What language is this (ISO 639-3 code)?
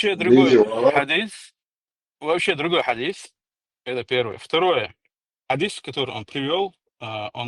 che